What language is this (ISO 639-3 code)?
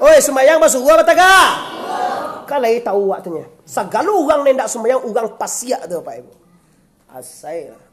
min